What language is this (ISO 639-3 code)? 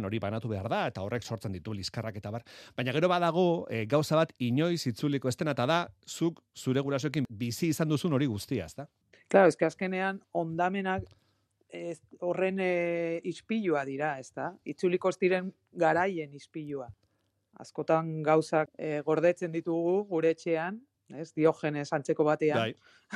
eus